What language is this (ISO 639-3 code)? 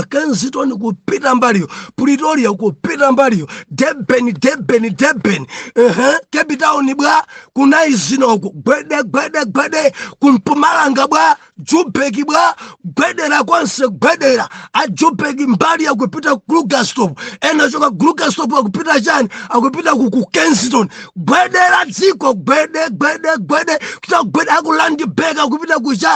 nya